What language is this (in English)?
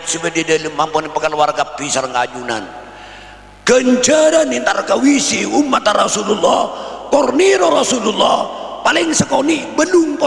Madurese